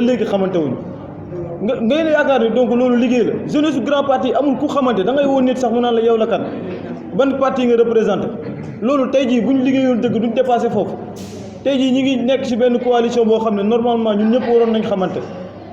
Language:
Wolof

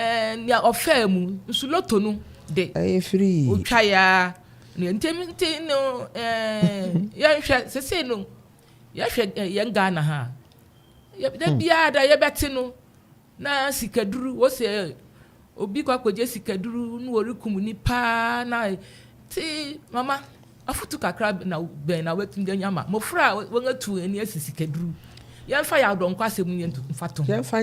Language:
Akan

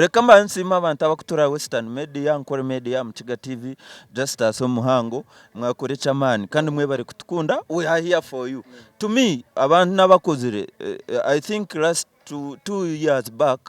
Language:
Nyankole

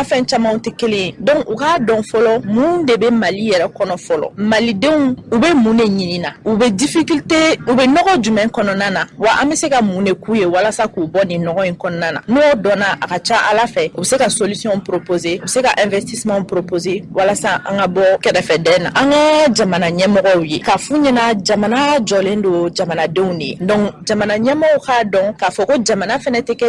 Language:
Bambara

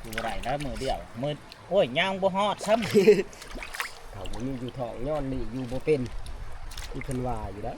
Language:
Northeastern Thai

